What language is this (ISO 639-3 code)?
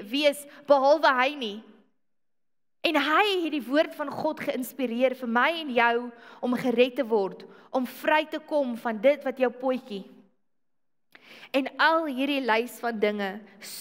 afr